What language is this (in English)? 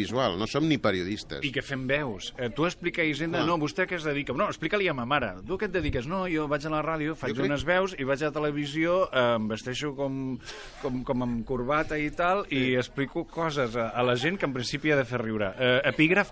Catalan